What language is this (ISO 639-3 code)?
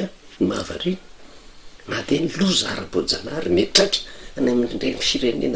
mlg